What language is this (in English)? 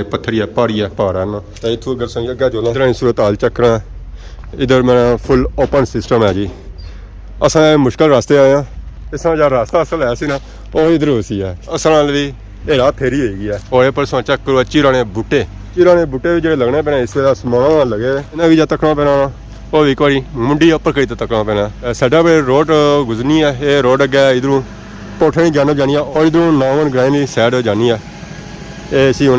Pahari-Potwari